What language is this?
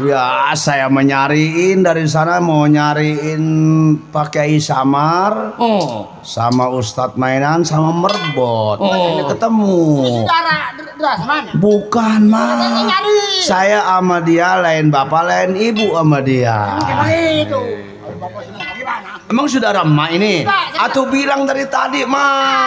Betawi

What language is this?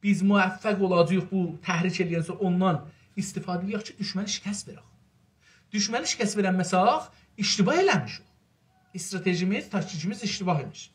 South Azerbaijani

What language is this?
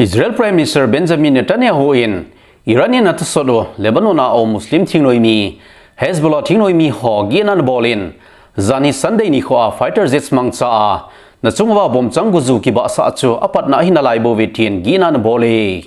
Thado Chin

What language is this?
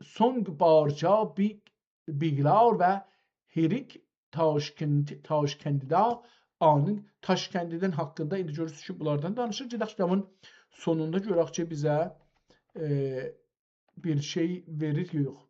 South Azerbaijani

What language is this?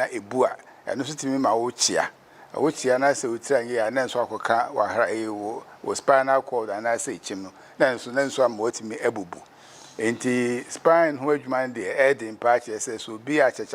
Akan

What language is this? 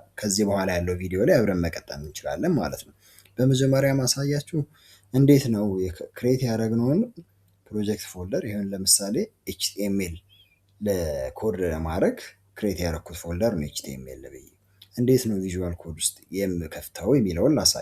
Amharic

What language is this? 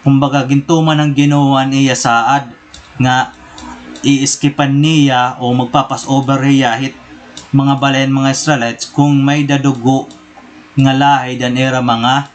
Waray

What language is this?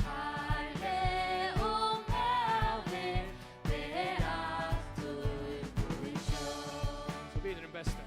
Faroese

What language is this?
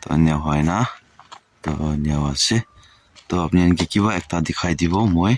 Naga Pidgin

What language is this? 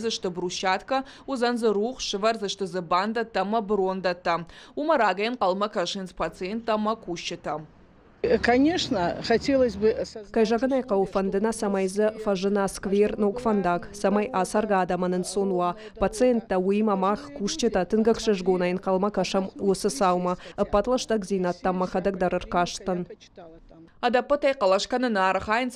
Ossetic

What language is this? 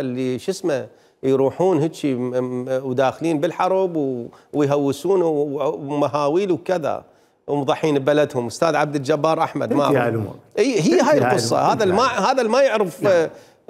Mesopotamian Arabic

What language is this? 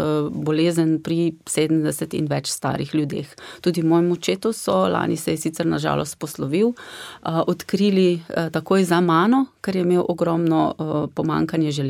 Slovenian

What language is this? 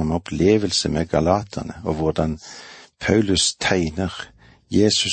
Norwegian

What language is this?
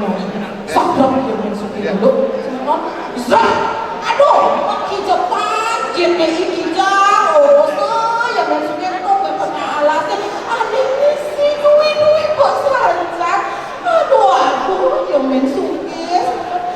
Balinese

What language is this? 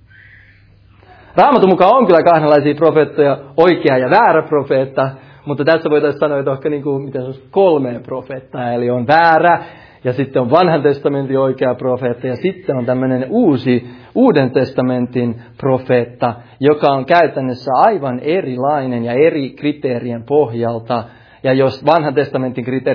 Finnish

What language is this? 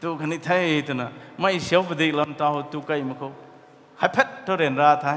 Rongmei Naga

